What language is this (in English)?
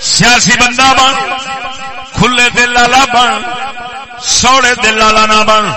Saraiki